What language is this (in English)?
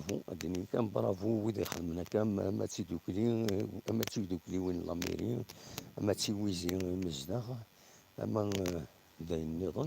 Kabyle